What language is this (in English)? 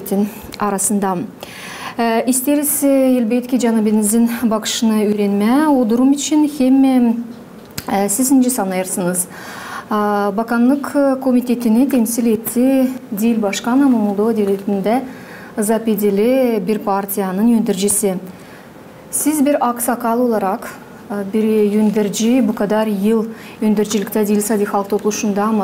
Gagauz